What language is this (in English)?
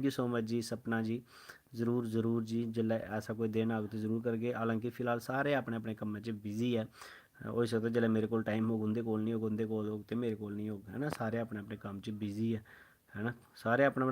Dogri